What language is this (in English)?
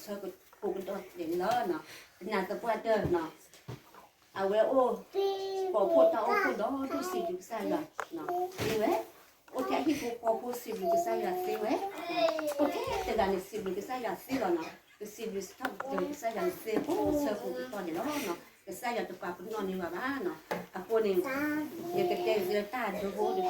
S'gaw Karen